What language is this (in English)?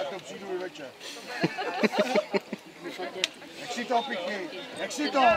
Czech